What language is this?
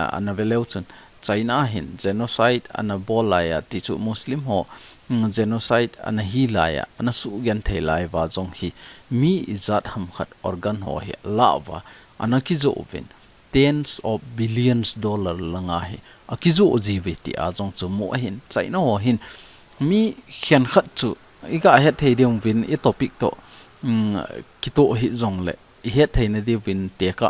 Thado Chin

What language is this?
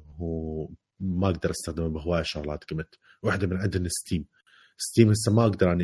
Mesopotamian Arabic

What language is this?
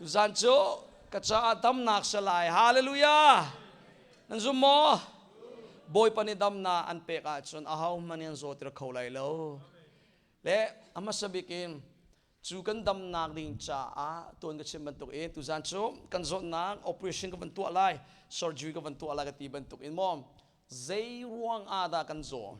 Hakha Chin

